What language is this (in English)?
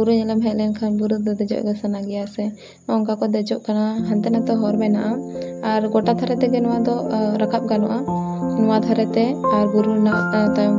Santali